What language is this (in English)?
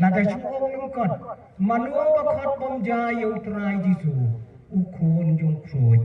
Khasi